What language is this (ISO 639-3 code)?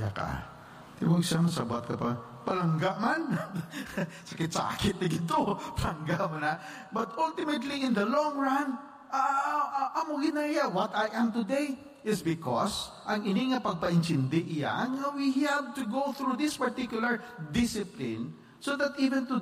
hil